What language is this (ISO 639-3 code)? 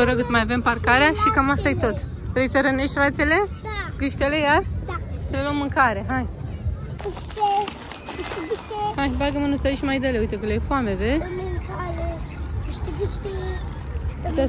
ron